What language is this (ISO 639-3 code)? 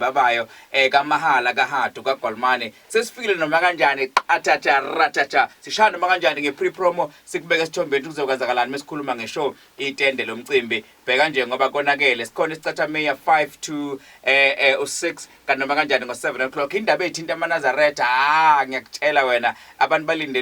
zul